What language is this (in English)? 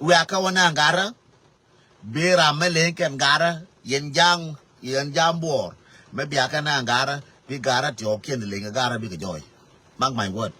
Nuer